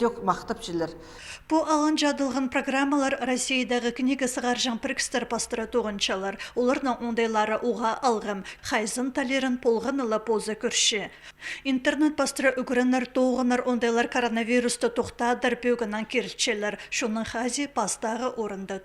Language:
Khakas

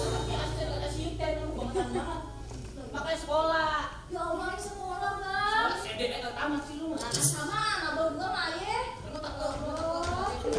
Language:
Betawi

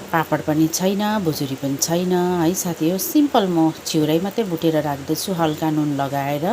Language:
Nepali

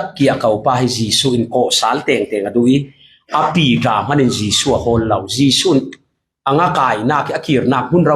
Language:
Falam Chin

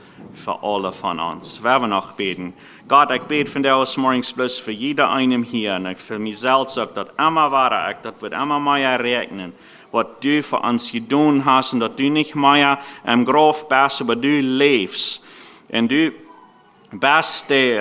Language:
Plautdietsch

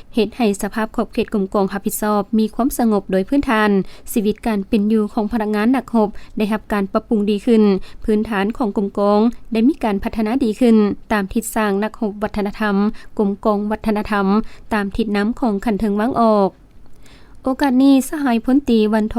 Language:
Lao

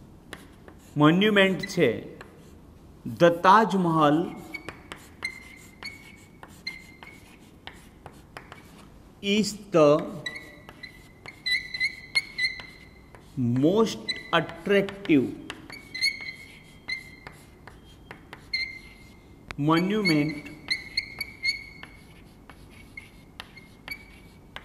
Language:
Gujarati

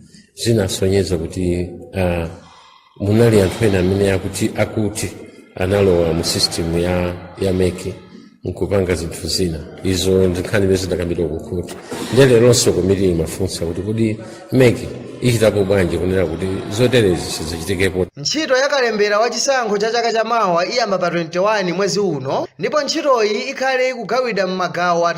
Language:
Nyanja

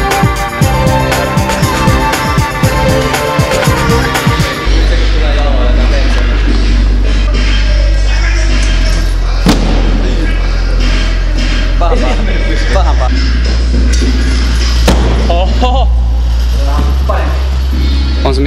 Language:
Finnish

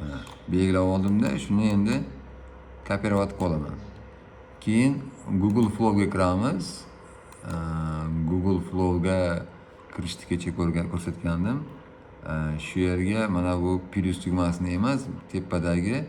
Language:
Uzbek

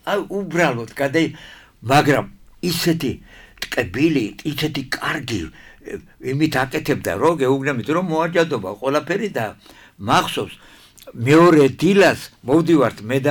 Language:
Georgian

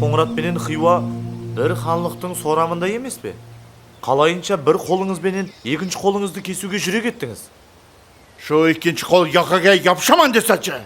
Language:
Kara-Kalpak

